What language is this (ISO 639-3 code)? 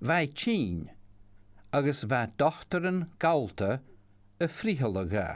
gla